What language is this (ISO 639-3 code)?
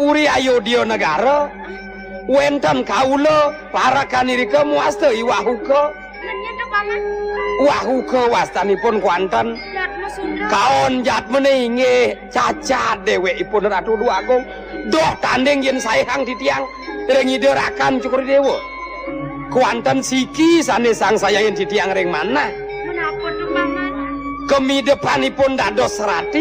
ban